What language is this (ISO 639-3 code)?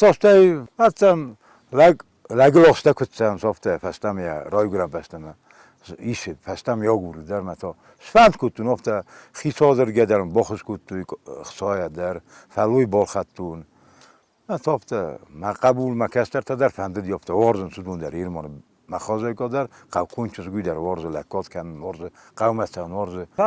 oss